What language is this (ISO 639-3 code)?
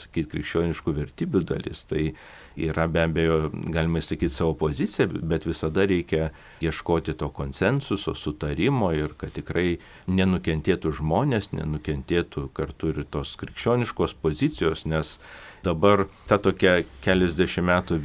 lit